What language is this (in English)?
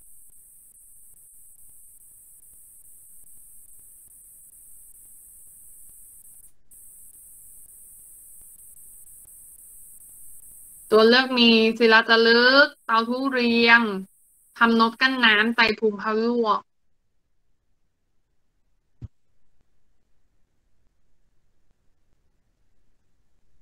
Thai